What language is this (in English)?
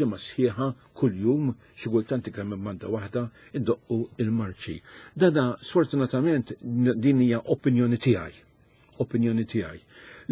Maltese